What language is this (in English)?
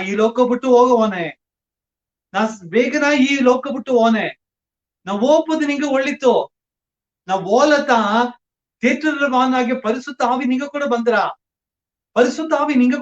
Badaga